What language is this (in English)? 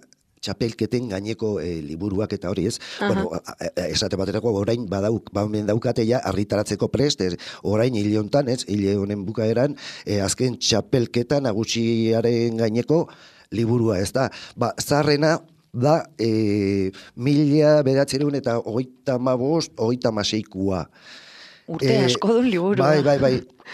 Basque